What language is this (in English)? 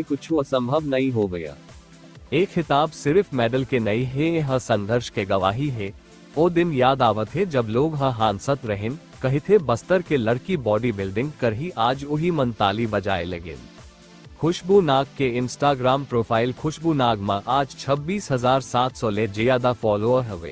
Chhattisgarhi